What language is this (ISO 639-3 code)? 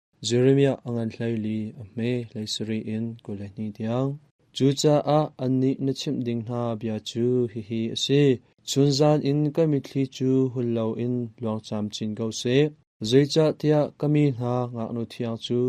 cnh